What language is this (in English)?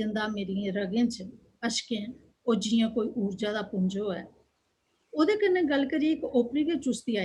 Dogri